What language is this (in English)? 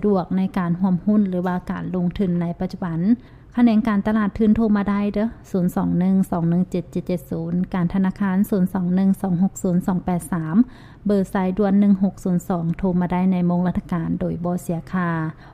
Lao